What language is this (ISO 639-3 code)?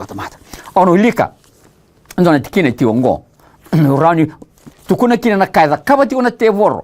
fij